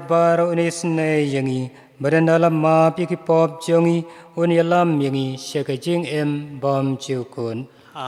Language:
Khasi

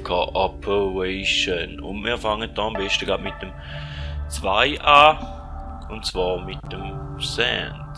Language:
Swiss German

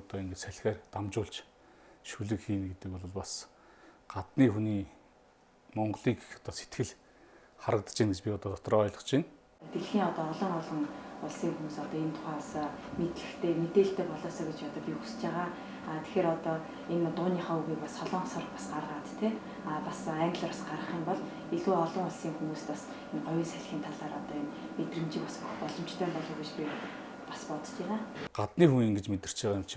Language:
Mongolian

